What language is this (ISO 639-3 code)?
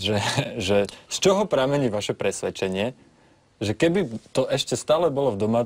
slk